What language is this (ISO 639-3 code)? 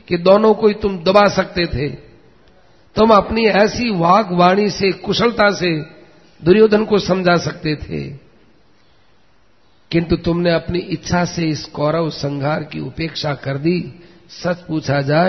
hin